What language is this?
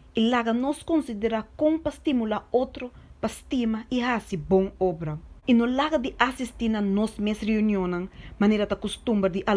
Papiamento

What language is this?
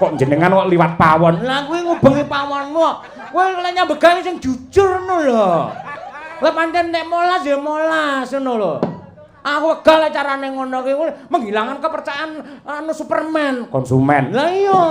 Javanese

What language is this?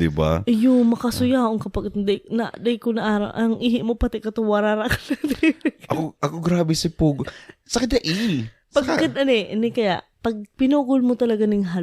Bikol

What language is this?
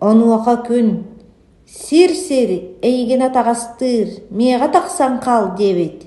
Yakut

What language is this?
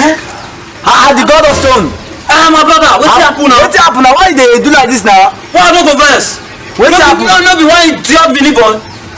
Nigerian Pidgin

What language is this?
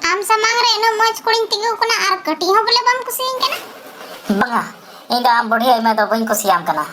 Santali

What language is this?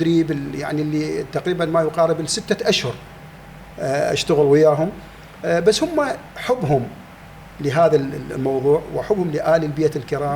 Mesopotamian Arabic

